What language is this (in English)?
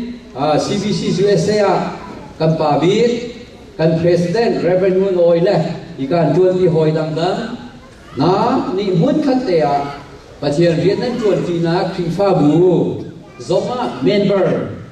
Hakha Chin